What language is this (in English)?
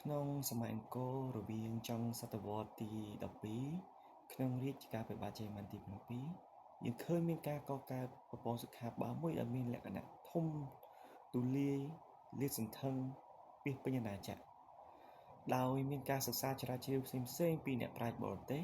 Khmer